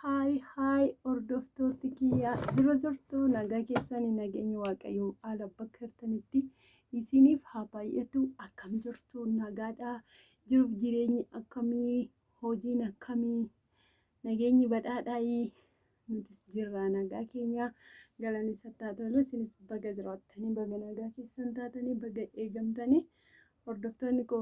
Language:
Oromo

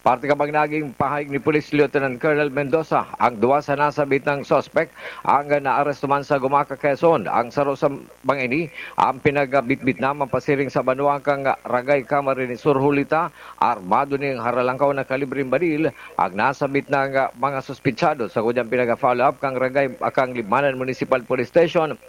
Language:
Bikol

